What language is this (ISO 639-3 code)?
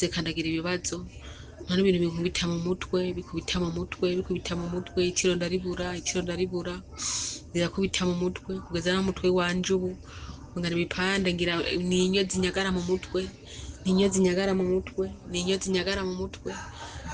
run